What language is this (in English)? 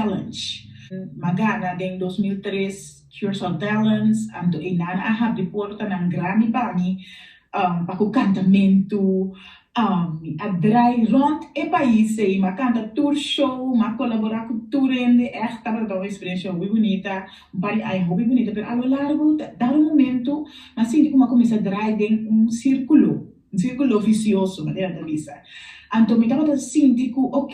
Papiamento